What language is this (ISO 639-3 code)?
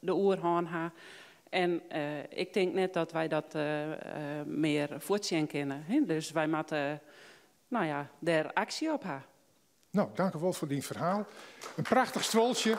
fry